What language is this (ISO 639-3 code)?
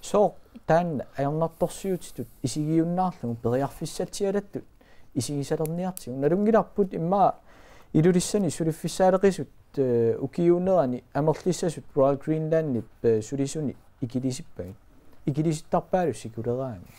kal